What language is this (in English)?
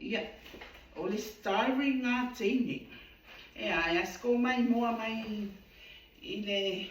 Samoan